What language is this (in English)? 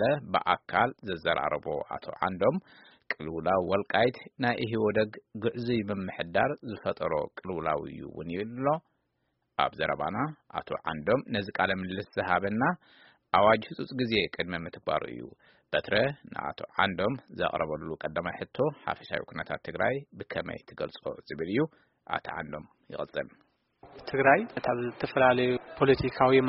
Tigrinya